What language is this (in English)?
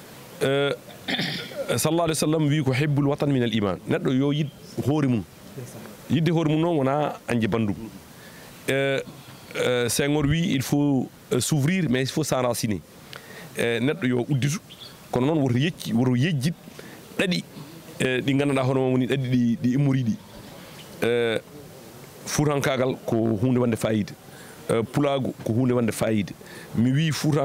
Fula